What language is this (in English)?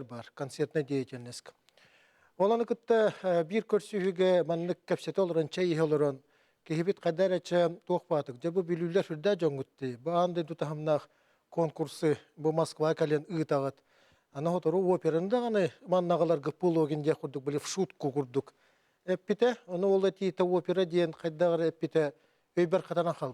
Yakut